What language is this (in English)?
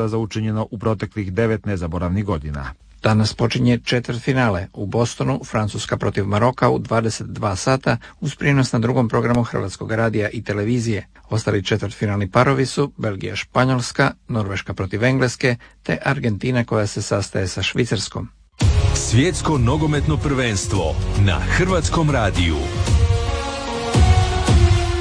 Croatian